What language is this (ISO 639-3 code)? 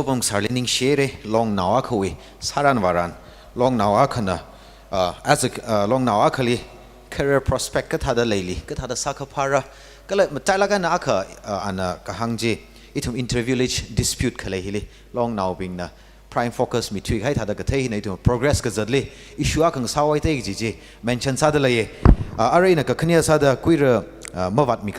nmf